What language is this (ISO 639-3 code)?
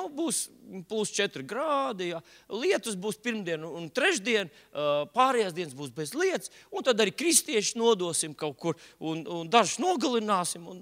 lav